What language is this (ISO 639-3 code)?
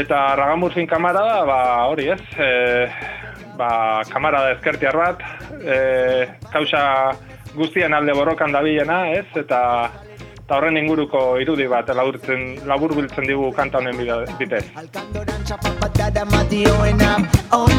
eus